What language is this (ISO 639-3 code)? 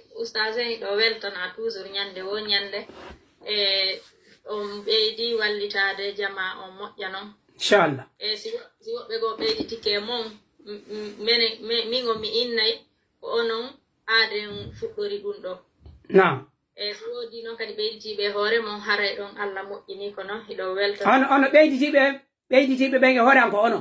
fuf